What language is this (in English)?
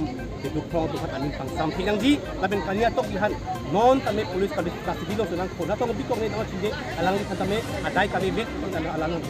Karbi